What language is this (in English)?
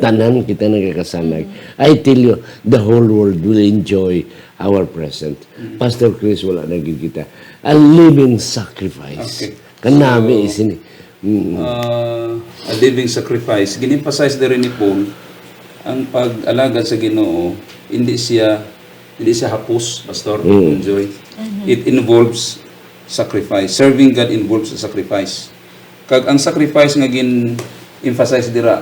Hiligaynon